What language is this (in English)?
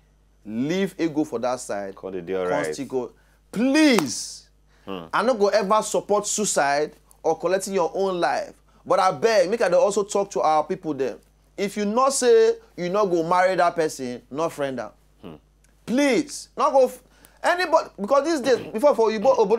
Nigerian Pidgin